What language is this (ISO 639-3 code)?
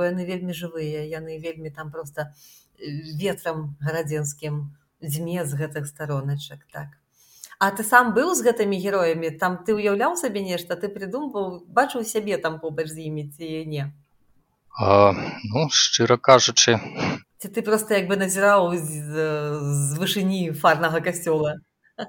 bel